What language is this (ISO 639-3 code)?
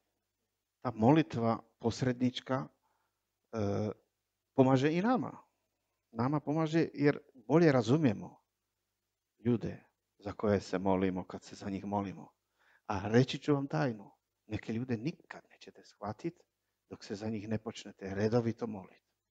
hrv